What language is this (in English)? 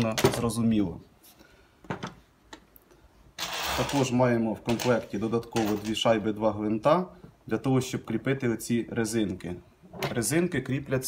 Ukrainian